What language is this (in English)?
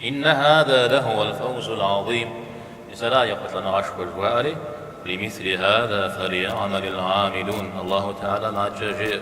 Kabardian